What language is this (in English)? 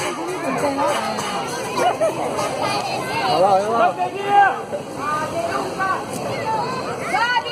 Portuguese